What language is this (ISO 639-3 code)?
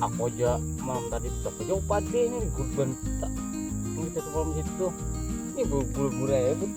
bjn